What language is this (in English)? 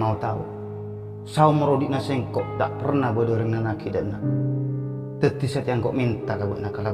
Madurese